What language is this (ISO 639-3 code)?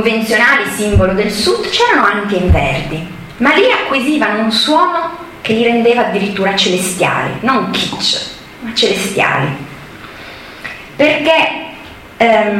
ita